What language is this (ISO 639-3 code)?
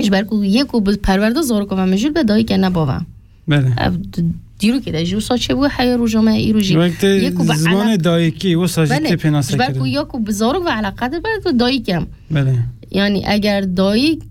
kur